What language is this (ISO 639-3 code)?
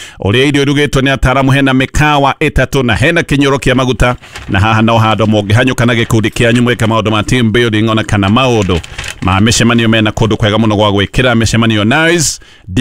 kik